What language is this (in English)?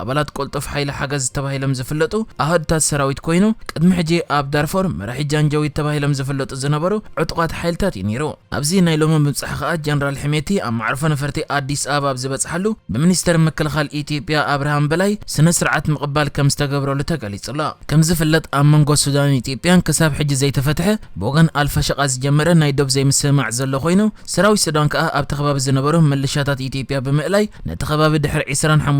Tigrinya